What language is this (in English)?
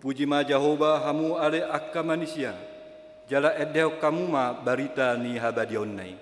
Batak Toba